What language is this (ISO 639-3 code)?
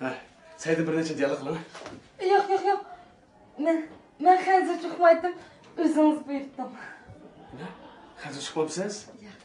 uig